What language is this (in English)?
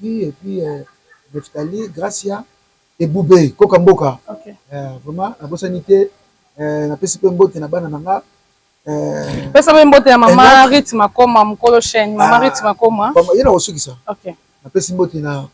Lingala